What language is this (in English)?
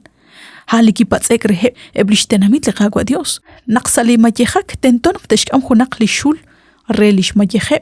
Kekchí